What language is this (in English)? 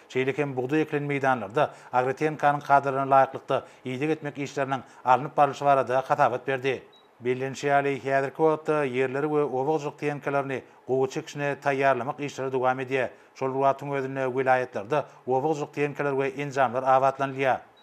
Turkmen